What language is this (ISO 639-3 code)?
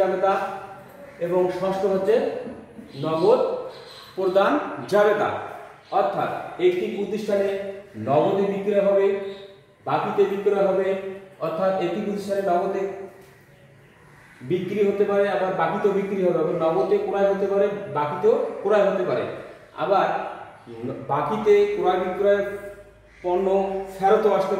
ben